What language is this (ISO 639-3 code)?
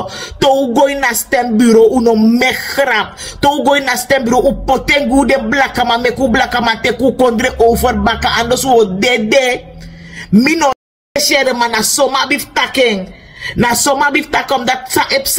srn